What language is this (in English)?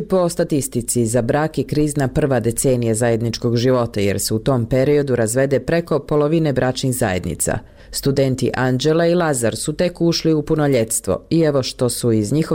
Bosnian